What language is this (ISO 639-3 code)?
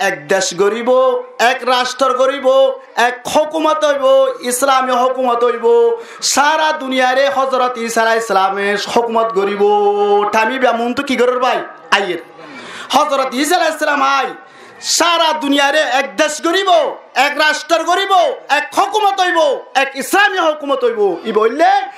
rhg